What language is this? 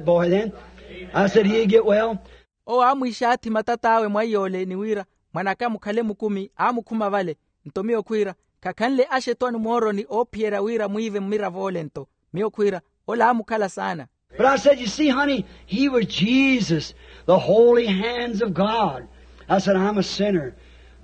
Makhuwa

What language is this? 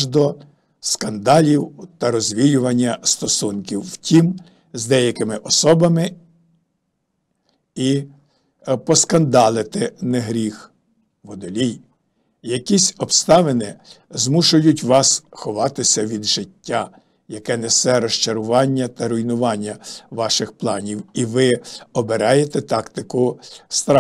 Ukrainian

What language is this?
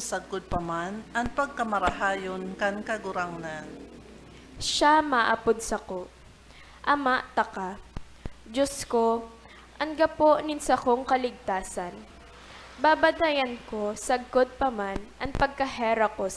Bikol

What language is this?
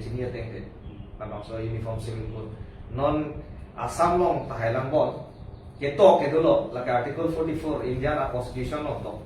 Karbi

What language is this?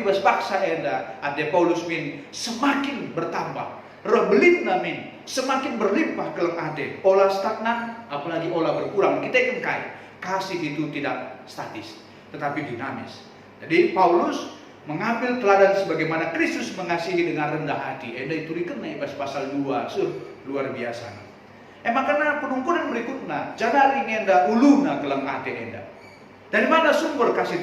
Batak Karo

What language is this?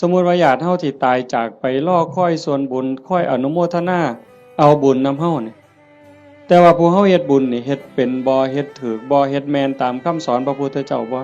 Northeastern Thai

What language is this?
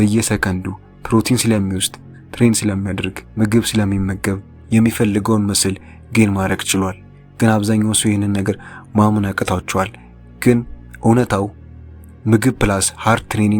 Amharic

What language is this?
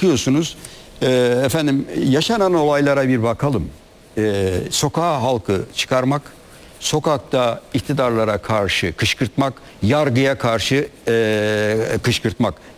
Turkish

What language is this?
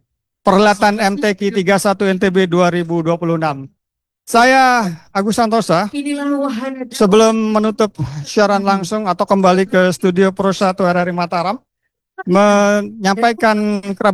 Indonesian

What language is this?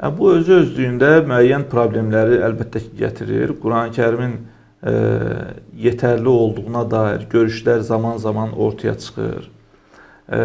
Azerbaijani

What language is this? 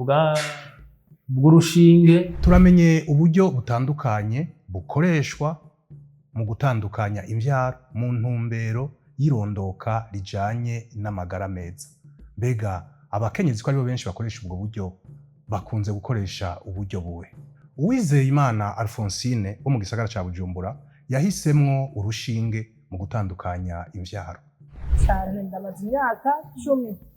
Rundi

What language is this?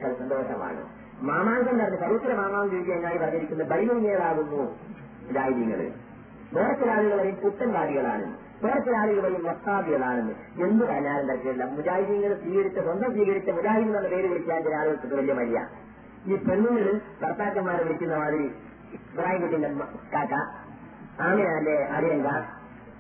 Malayalam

